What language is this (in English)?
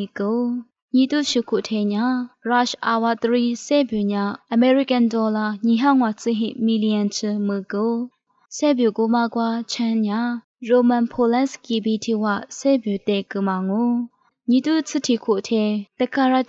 Lisu